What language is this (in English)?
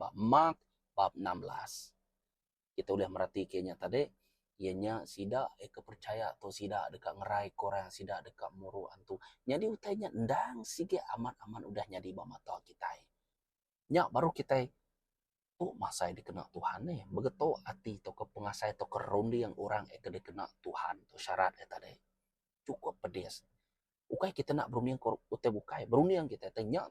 Iban